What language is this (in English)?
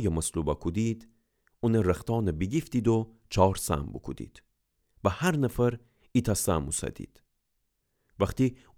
Gilaki